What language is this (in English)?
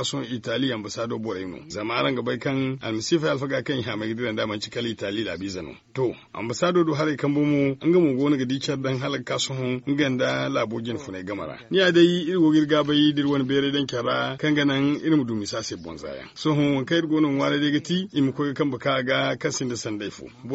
Zarma